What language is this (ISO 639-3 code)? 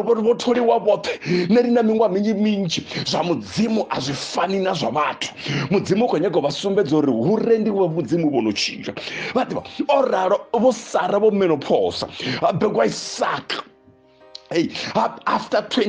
ven